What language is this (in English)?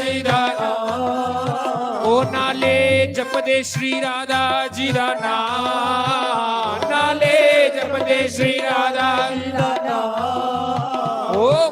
Dogri